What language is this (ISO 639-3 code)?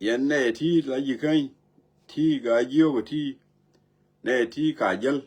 nus